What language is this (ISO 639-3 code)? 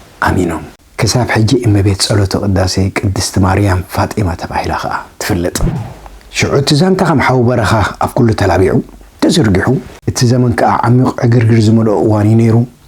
tir